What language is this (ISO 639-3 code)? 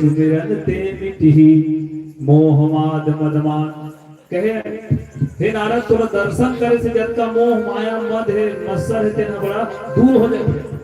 hne